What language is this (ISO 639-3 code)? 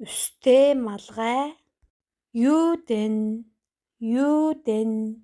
tyv